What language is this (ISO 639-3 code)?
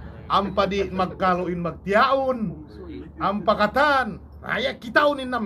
tsg